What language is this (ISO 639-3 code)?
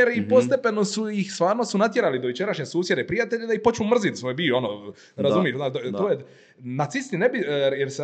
hrv